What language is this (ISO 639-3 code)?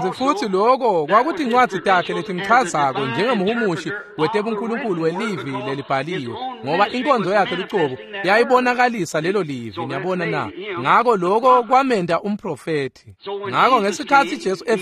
ssw